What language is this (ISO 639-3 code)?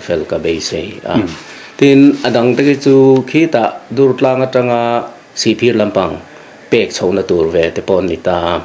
lus